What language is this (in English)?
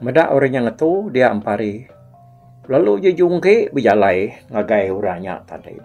Iban